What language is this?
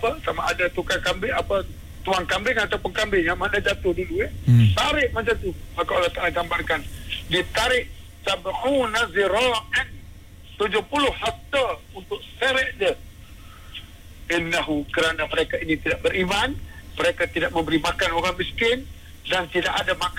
Malay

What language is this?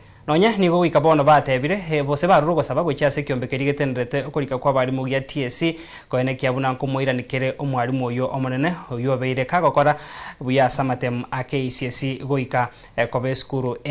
Gusii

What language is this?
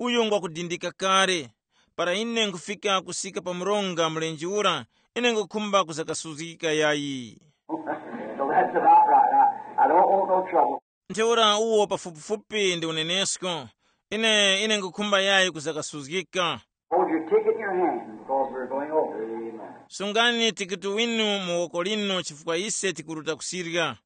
Tumbuka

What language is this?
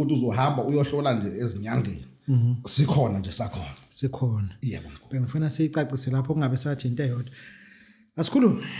Zulu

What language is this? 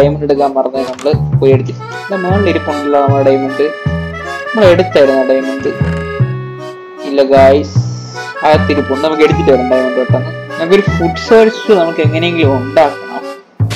Malayalam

